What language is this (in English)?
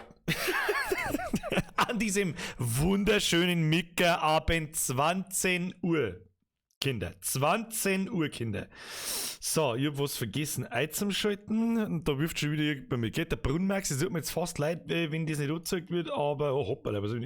Bavarian